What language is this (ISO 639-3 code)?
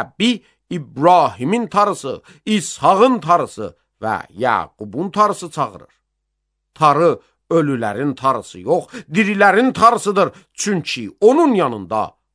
aze